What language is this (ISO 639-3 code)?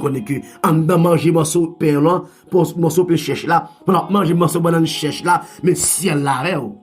hat